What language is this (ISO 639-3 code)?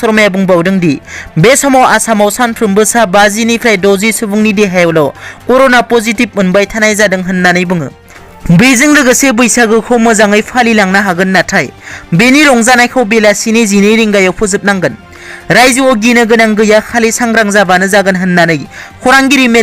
brx